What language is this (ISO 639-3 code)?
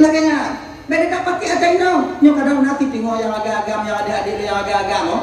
ace